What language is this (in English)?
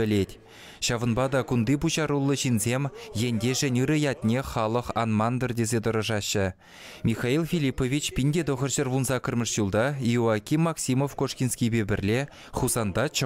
Chuvash